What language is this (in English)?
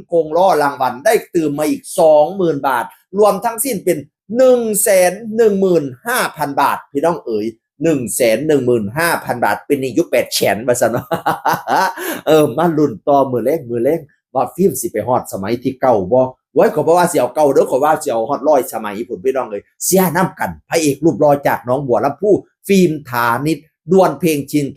Northeastern Thai